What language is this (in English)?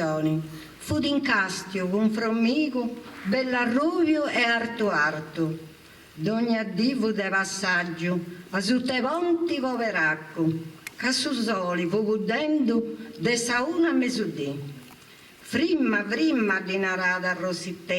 Sardinian